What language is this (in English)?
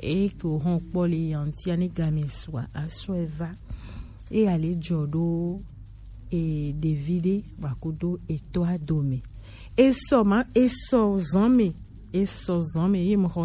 Gen